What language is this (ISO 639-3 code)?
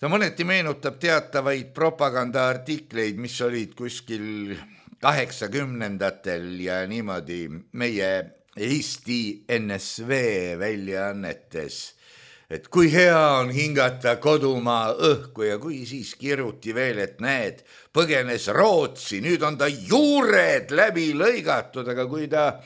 est